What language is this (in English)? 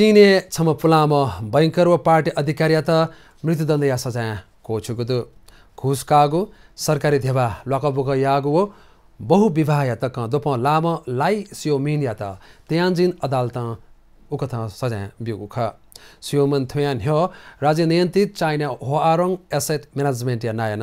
Newari